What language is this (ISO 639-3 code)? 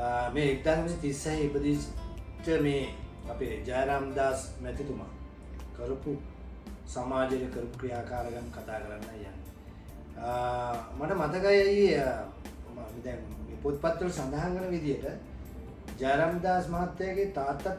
sin